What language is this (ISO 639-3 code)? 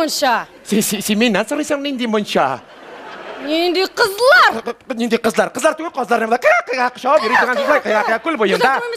tat